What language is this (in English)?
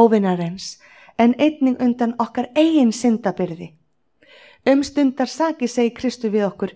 Icelandic